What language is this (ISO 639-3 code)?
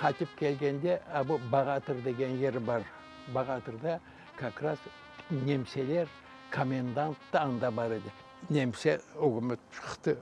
crh